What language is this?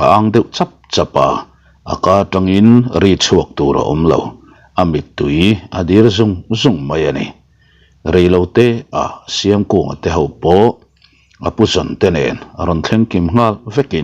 Mizo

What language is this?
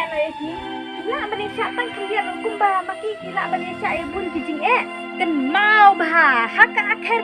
Khasi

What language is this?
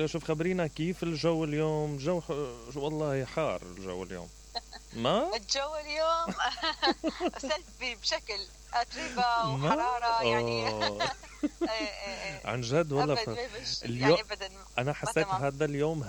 Mesopotamian Arabic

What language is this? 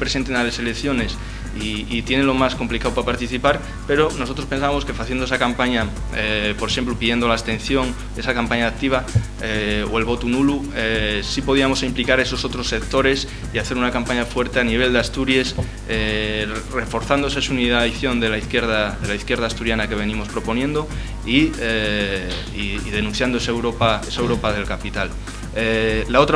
Asturian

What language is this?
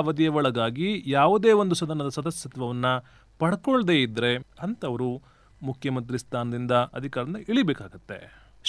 Kannada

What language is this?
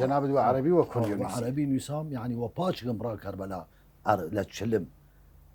Southern Kurdish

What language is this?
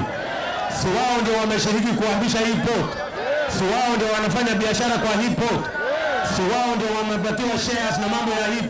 Meru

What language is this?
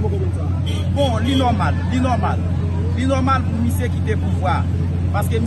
Haitian Creole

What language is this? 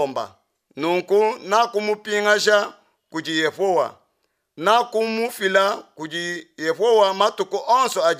Luba-Lulua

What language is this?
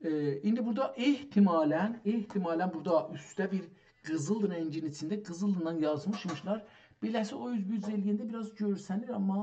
South Azerbaijani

